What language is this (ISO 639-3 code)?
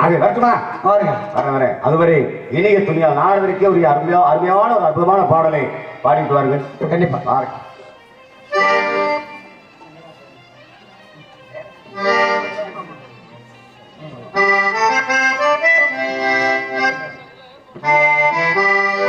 tam